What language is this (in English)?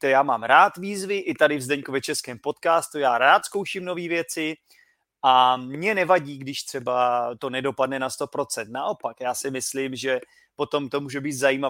Czech